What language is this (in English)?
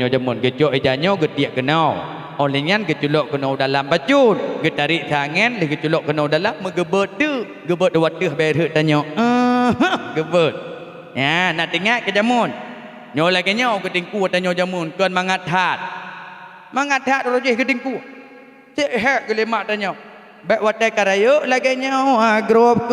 Achinese